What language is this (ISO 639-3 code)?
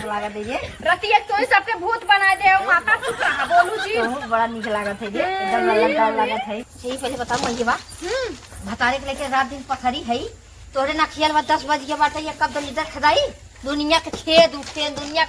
awa